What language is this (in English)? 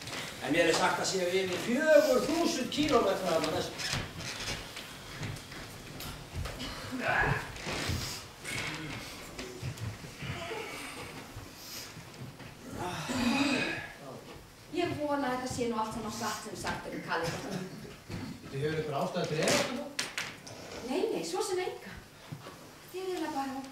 Icelandic